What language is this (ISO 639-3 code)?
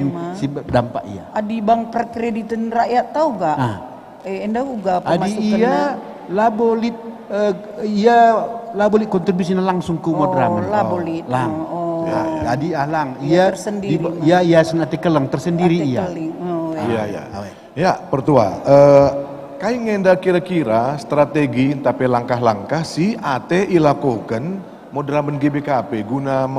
btx